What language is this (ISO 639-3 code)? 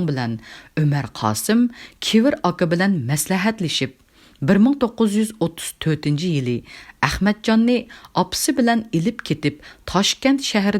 uig